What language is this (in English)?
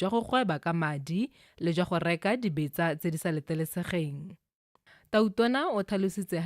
Tswana